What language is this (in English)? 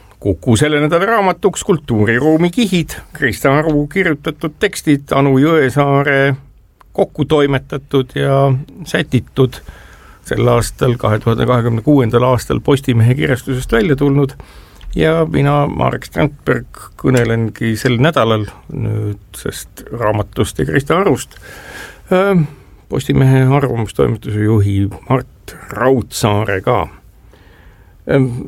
Estonian